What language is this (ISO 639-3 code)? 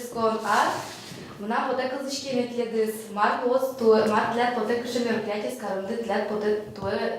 udm